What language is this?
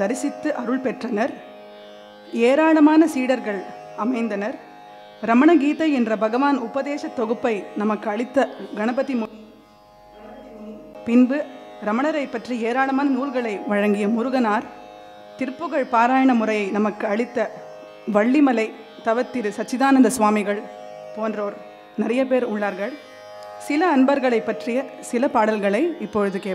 Tamil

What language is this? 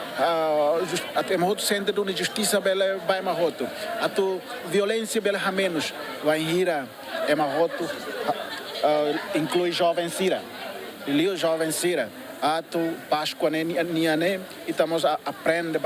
Tetum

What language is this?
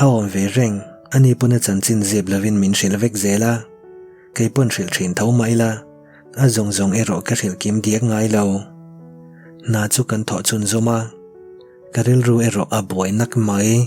Mizo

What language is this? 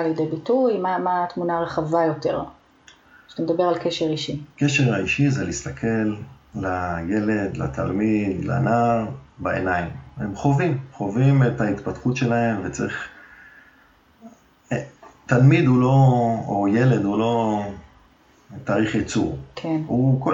Hebrew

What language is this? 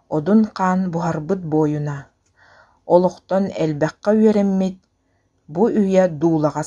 Yakut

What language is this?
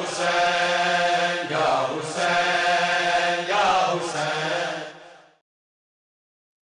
Urdu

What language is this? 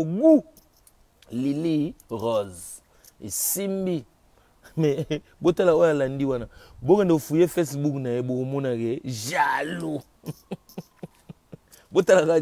Lingala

